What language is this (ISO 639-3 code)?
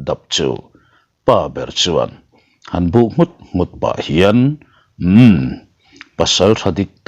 lus